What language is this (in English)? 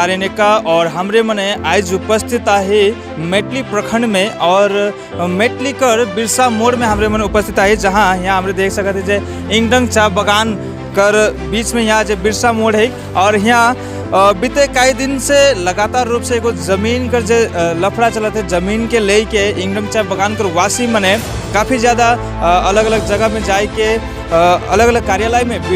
Sadri